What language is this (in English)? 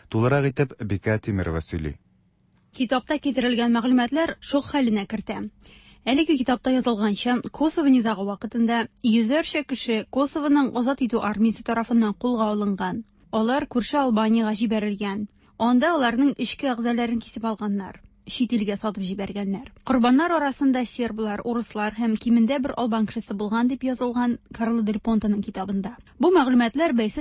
Tatar